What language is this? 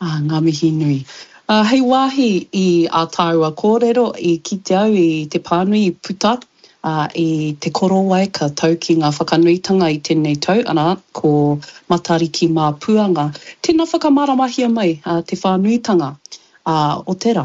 Māori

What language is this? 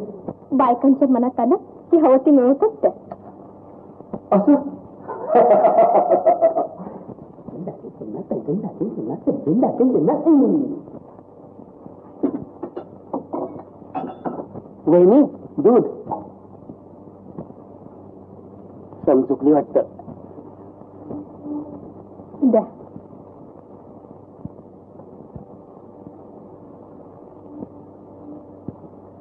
Marathi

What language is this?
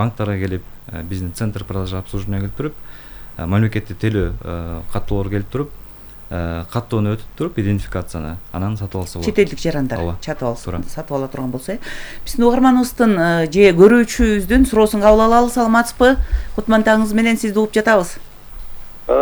Kyrgyz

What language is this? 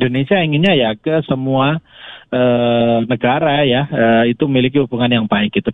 Indonesian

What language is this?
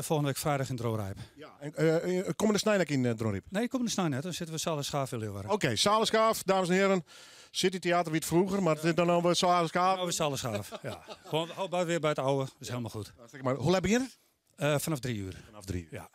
Western Frisian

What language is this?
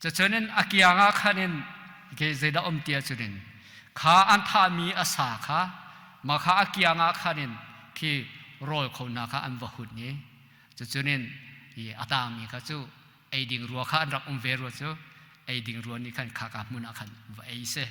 Hakha Chin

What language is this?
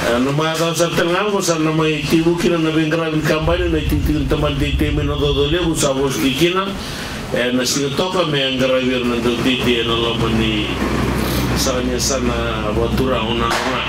Fijian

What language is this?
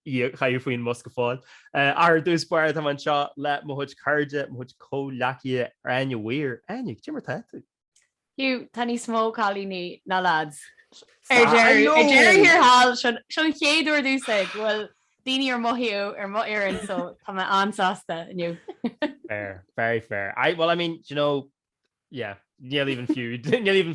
Irish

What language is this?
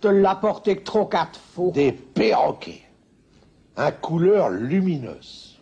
Picard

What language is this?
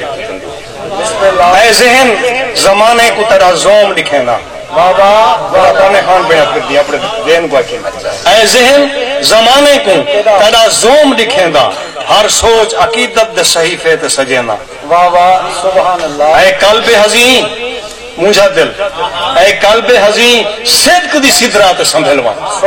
Saraiki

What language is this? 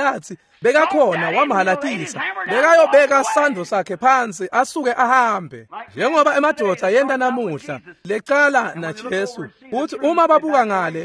Swati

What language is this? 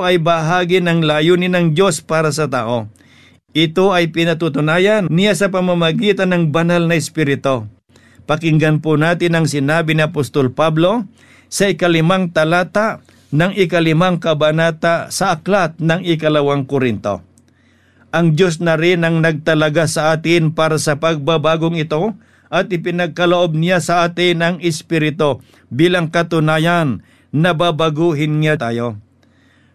Filipino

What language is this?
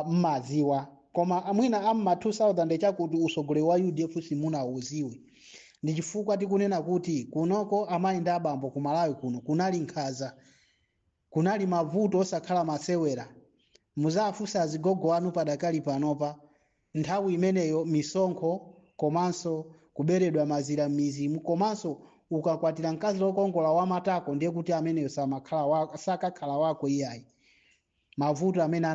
Nyanja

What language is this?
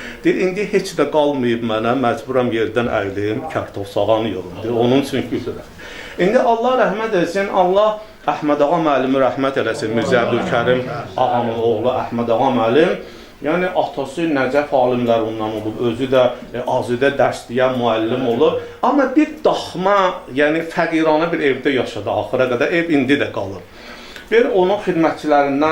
Azerbaijani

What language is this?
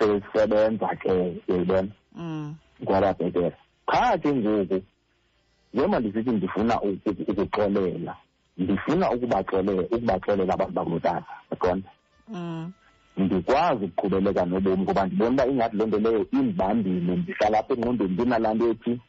Xhosa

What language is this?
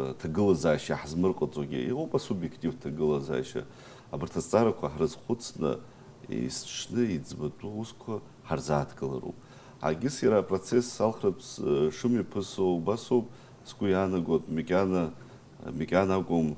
Abkhazian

